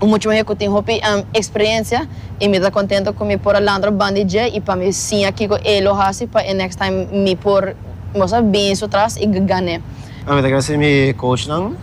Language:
Papiamento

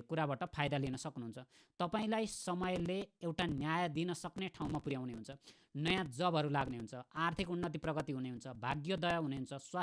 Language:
Nepali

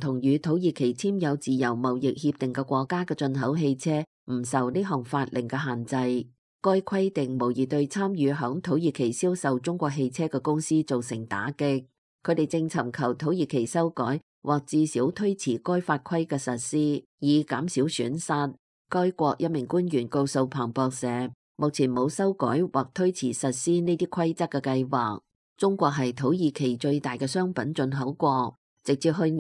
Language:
Cantonese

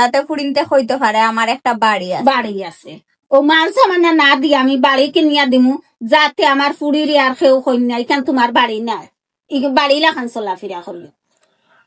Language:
Sylheti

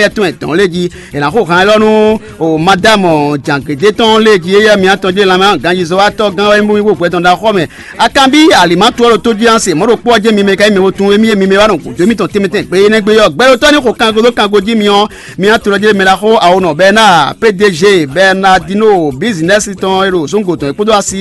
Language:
Fon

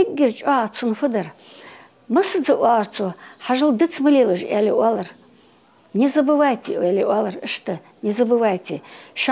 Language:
Ingush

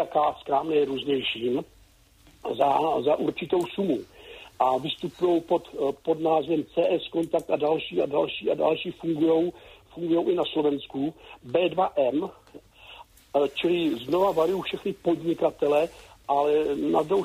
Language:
Czech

